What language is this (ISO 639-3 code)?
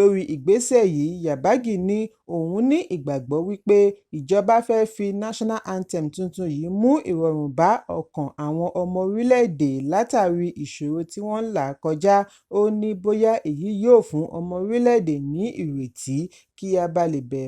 yor